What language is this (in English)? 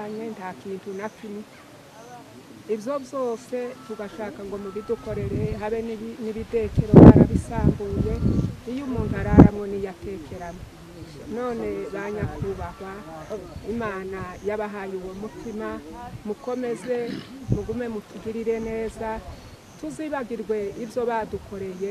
Kinyarwanda